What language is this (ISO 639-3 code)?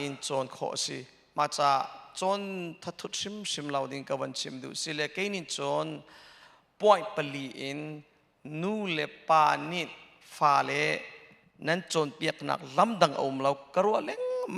cnh